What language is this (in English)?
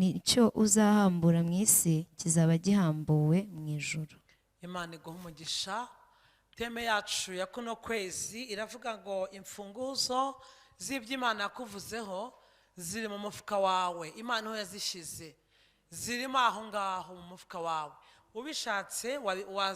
Kinyarwanda